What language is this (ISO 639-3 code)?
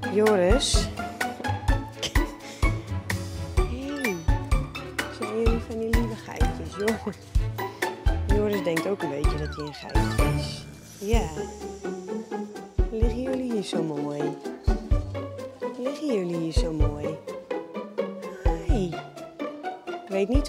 nld